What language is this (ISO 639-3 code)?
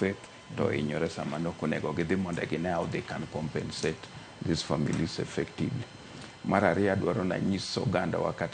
luo